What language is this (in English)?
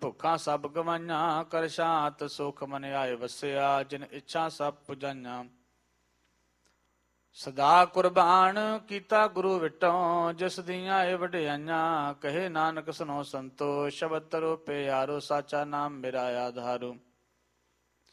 Punjabi